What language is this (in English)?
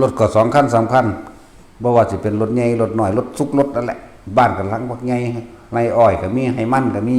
Northeastern Thai